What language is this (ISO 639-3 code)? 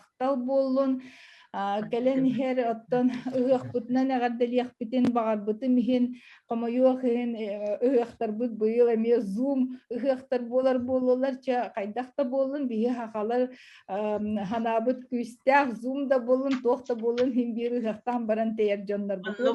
sah